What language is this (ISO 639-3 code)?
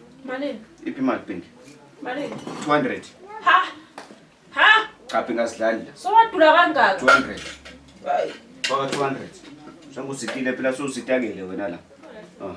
zul